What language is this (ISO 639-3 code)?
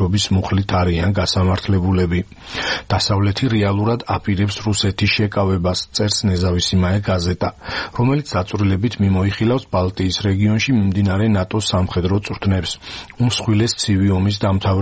kat